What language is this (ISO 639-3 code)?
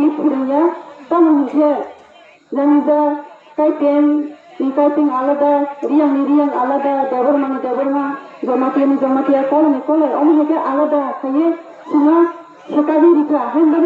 trp